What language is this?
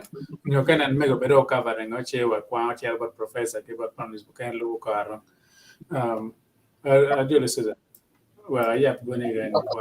Acoli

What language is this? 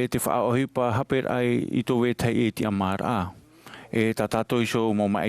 Tahitian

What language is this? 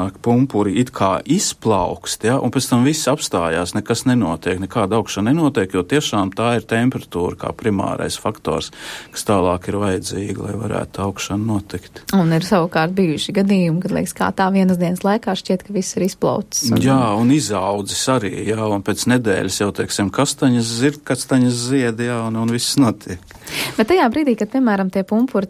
Latvian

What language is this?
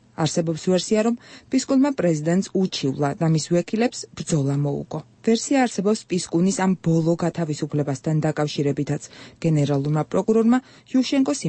Georgian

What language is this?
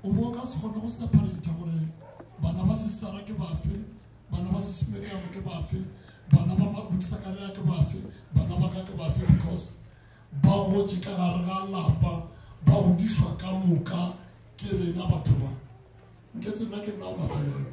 Northern Sotho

